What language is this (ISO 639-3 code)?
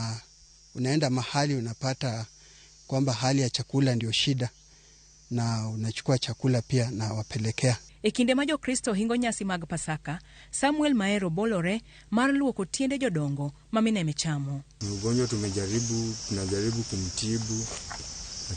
luo